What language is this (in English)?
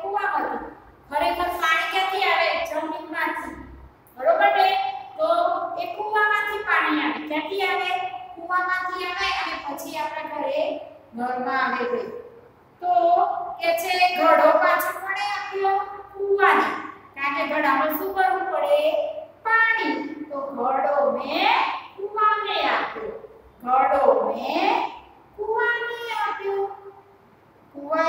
Gujarati